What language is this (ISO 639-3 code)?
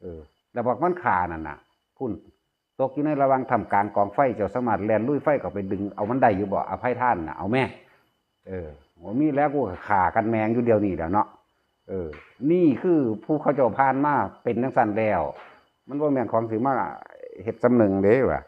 lao